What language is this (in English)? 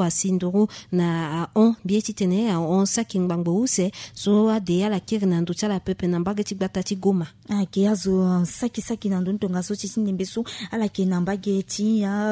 Sango